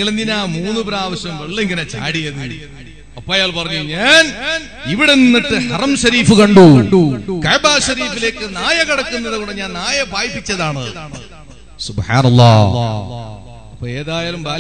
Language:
Malayalam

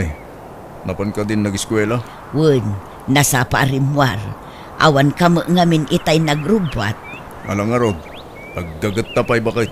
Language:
Iloko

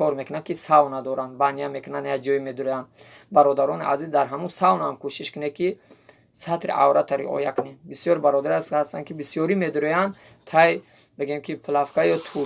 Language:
Tajik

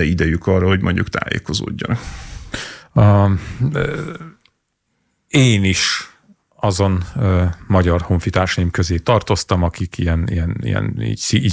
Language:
Hungarian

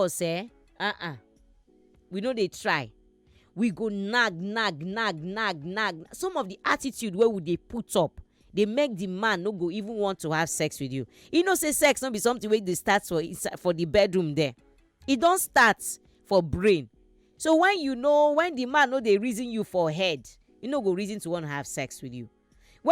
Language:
Nigerian Pidgin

